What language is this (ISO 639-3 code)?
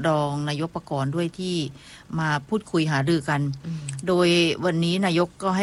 tha